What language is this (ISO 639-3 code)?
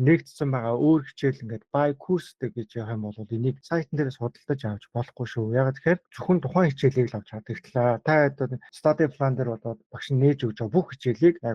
mon